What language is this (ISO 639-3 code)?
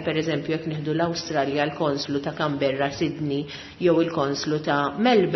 mlt